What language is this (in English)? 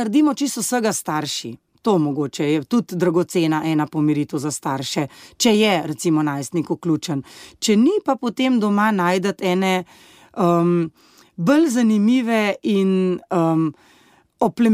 Slovenian